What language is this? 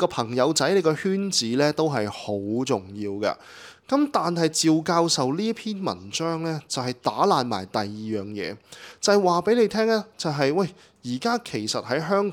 Cantonese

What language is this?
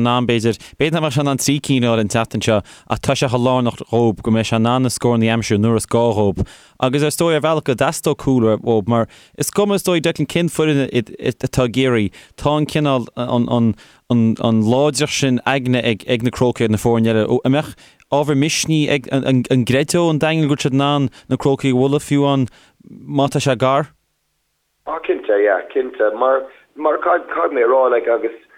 Irish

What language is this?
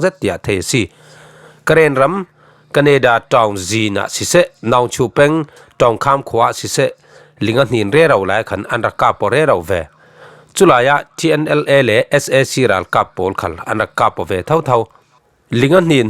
Falam Chin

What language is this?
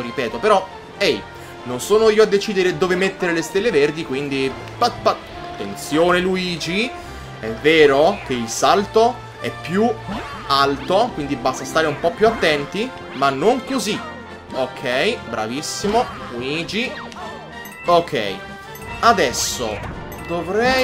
Italian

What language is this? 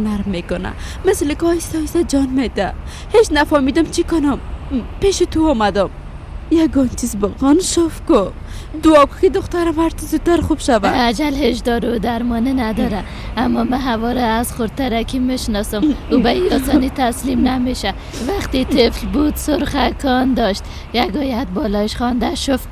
Persian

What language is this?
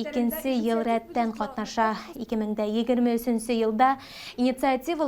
Bashkir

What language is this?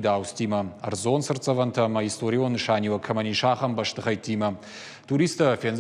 Ossetic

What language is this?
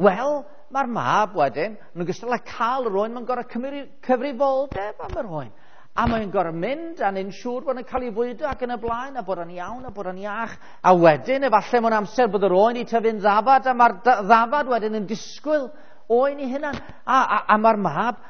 Welsh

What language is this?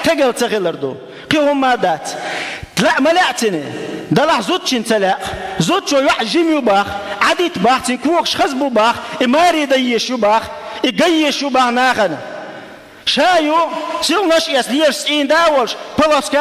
Chechen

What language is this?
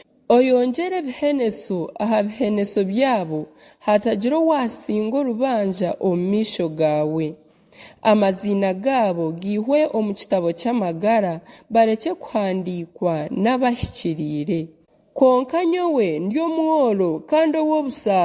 Nyankole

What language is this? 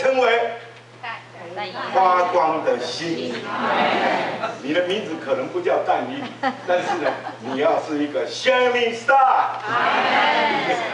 Chinese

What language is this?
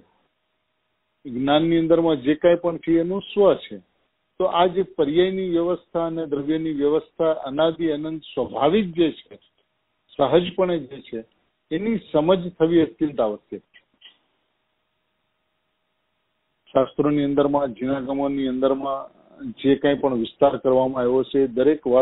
Gujarati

